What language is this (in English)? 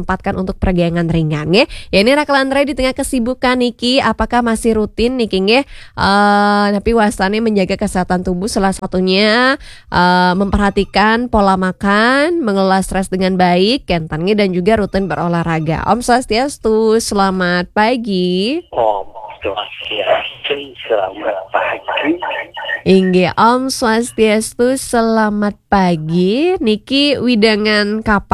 Balinese